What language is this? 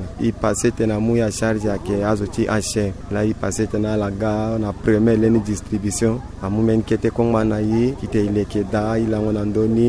Sango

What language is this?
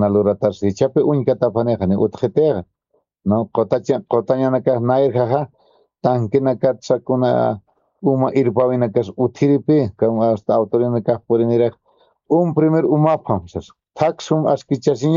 Aymara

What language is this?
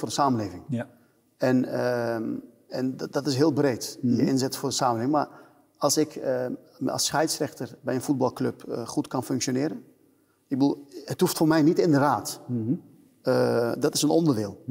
Dutch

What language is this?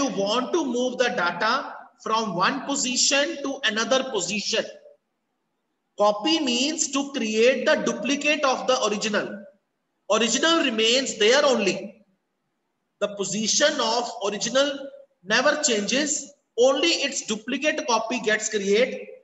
English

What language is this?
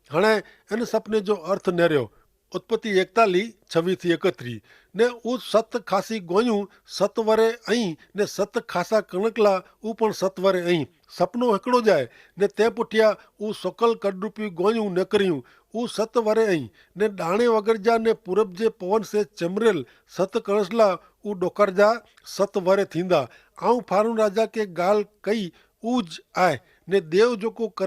Kachhi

